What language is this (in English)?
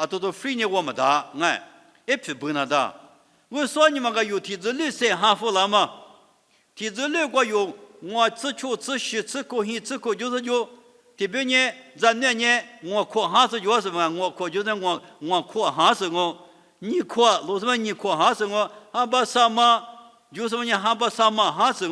Lisu